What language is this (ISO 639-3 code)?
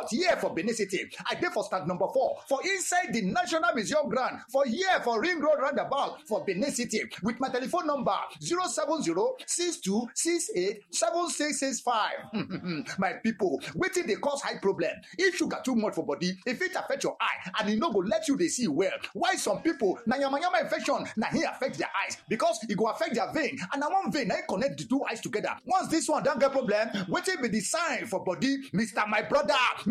pcm